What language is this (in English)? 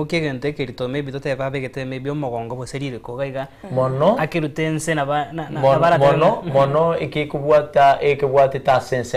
Gusii